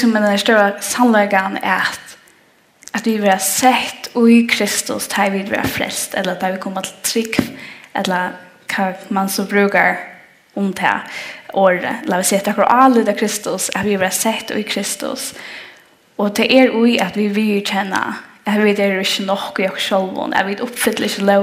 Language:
Faroese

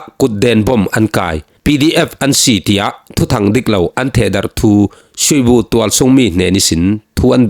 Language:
Falam Chin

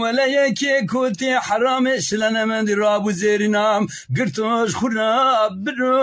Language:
Zaza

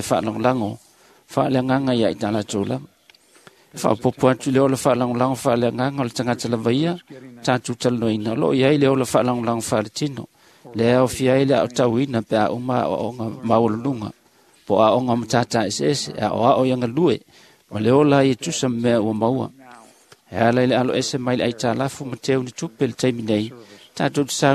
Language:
Samoan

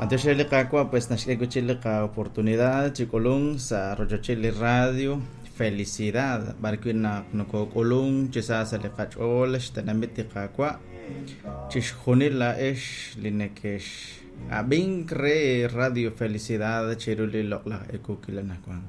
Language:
Kekchí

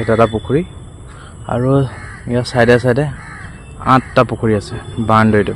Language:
Assamese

